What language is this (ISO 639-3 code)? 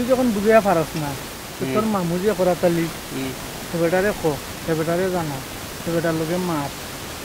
syl